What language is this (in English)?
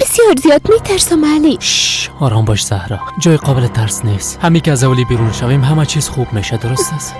Persian